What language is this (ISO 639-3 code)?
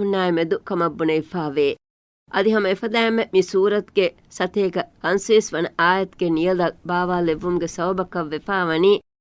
div